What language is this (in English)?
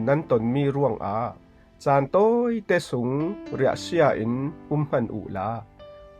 Falam Chin